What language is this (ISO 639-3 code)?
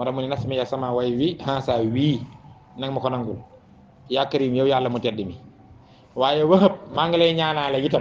wol